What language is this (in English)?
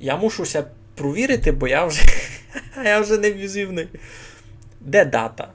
Rusyn